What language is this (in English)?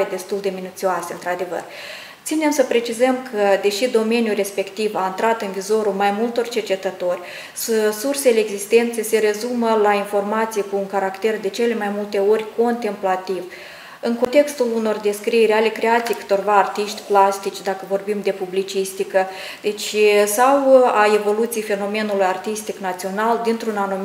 Romanian